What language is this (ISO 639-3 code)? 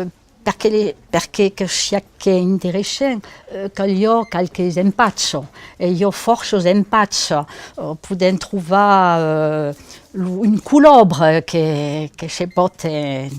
oci